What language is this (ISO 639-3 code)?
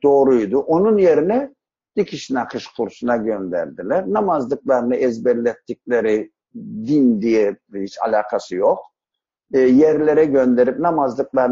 tur